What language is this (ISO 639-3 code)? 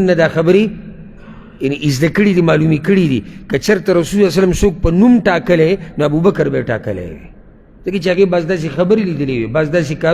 pus